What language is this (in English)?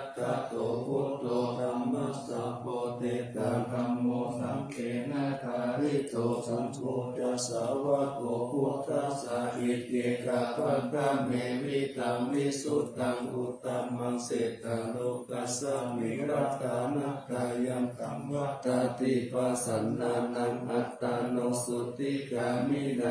Pali